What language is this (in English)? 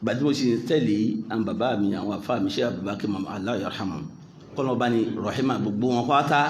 Yoruba